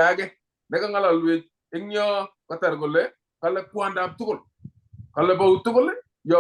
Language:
Kalenjin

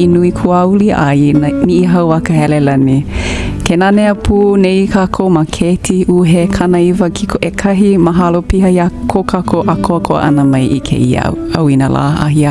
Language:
Hawaiian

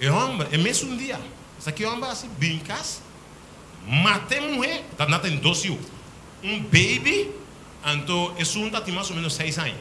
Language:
Papiamento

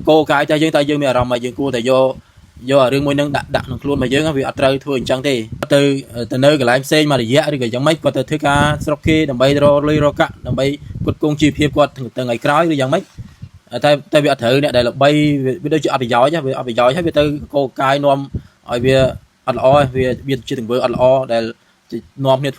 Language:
Khmer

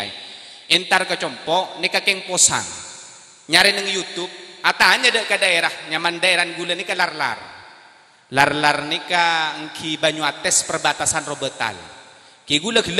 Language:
Madurese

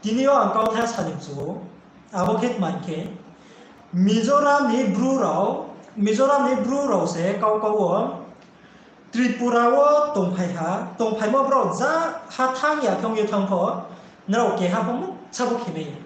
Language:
Riang (India)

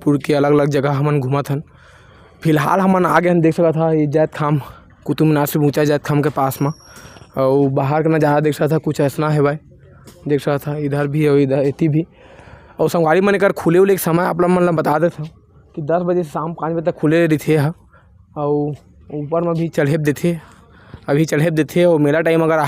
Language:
Chhattisgarhi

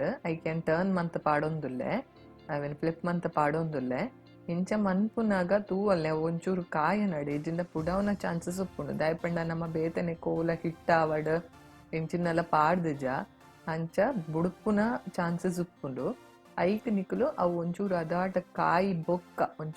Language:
Tulu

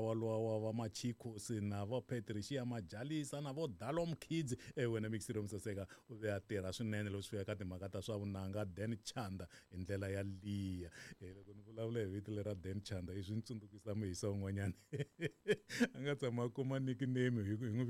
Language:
Tsonga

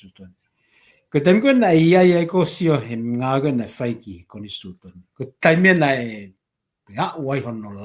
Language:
Tongan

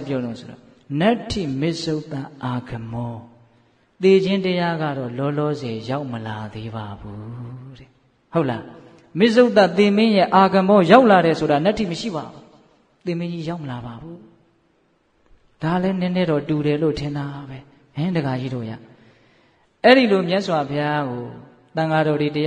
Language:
Burmese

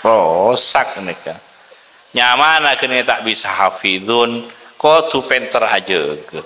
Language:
Madurese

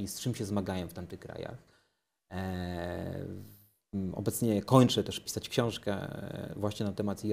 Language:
Polish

